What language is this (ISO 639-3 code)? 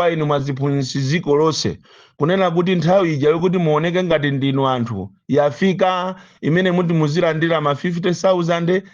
nya